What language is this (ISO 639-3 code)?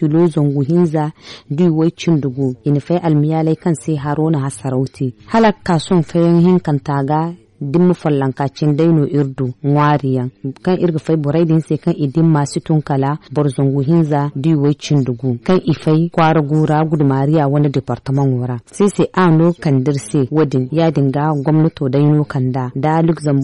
dje